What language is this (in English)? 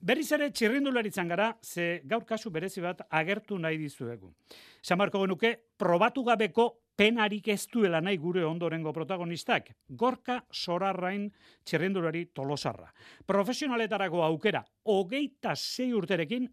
Basque